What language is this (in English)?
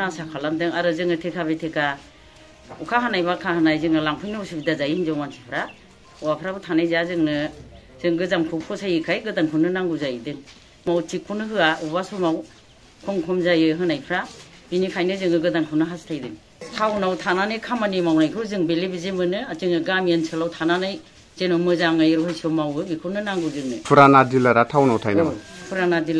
Bodo